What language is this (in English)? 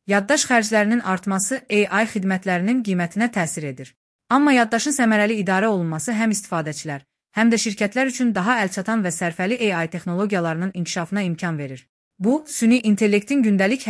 Azerbaijani